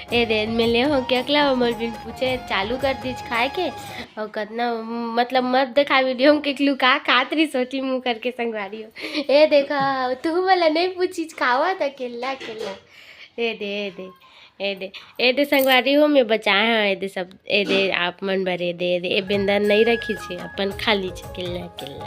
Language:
Chhattisgarhi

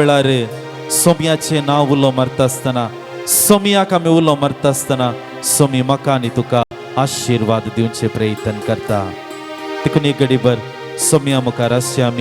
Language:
Konkani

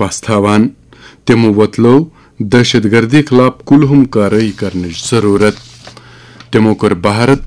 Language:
Kashmiri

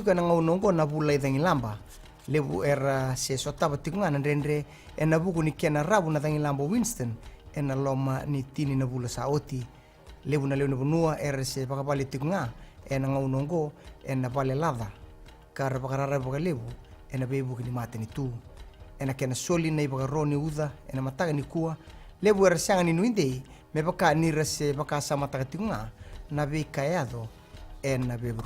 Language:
Fijian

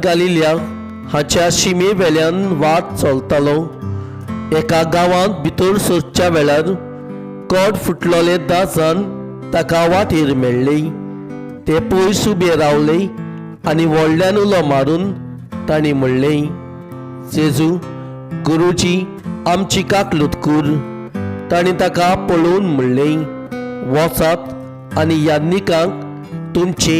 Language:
Konkani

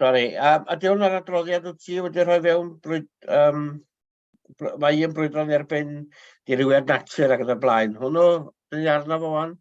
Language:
Welsh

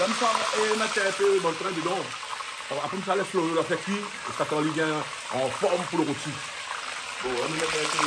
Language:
Réunion Creole French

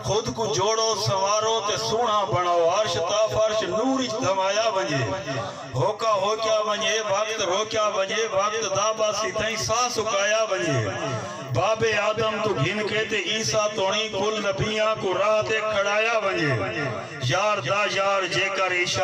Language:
Saraiki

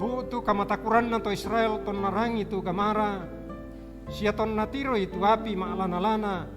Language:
Toraja-Sa'dan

